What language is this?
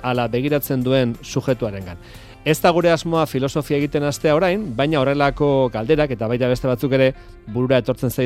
Basque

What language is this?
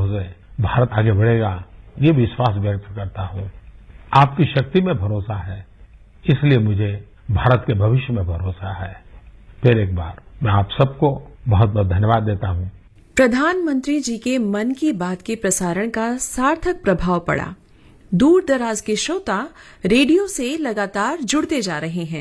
Hindi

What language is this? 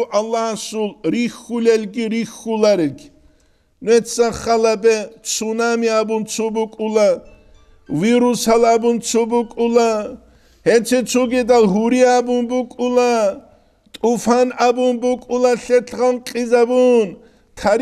Avaric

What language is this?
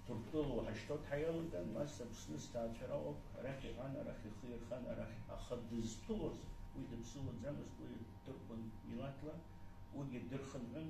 Abkhazian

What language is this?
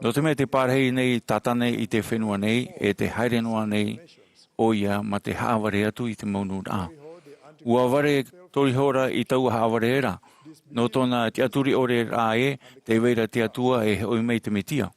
Tahitian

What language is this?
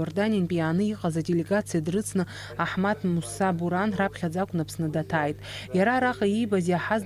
Abkhazian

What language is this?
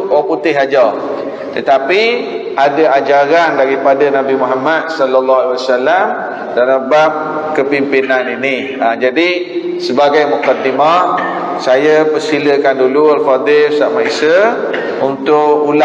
Malay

